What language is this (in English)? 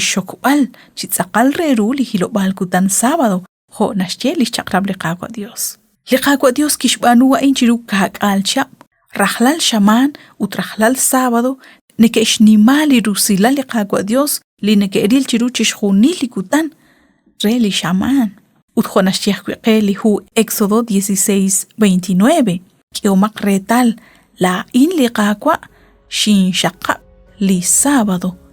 Kekchí